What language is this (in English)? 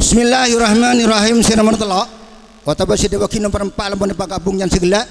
Madurese